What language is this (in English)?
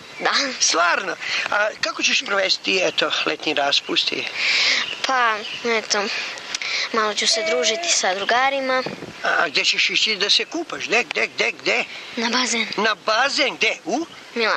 Serbian